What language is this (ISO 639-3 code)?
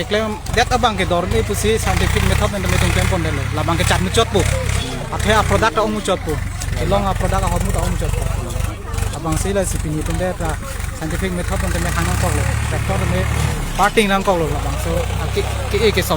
mjw